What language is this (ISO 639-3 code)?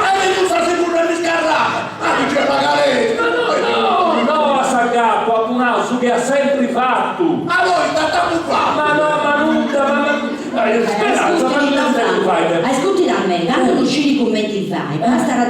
srd